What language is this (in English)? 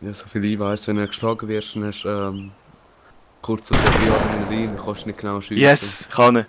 Swiss German